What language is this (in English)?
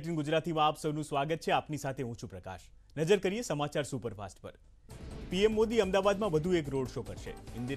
Gujarati